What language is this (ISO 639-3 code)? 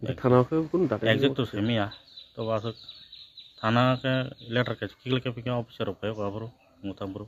trp